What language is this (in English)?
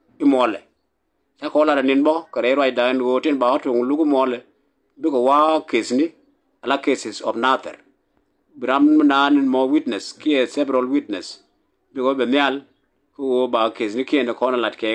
Nuer